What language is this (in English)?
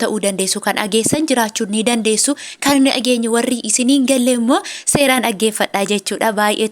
Oromo